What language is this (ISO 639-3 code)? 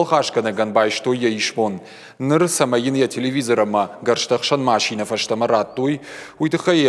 oss